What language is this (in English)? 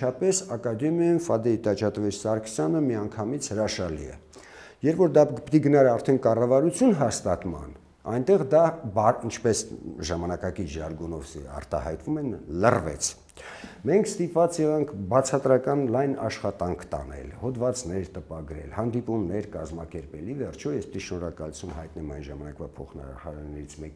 Armenian